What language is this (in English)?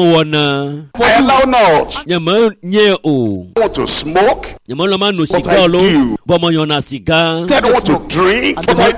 Ewe